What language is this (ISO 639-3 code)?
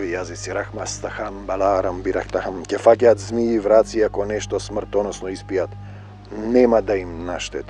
mkd